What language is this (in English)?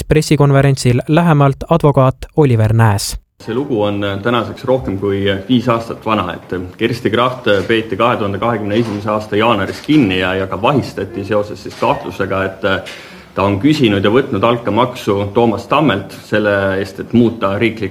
Estonian